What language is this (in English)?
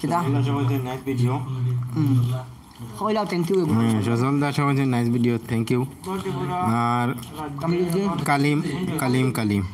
Sylheti